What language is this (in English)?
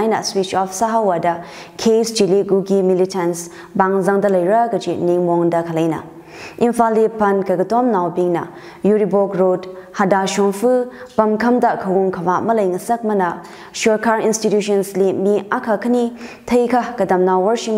Tangkhul Naga (India)